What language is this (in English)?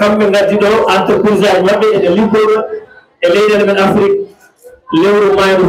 Fula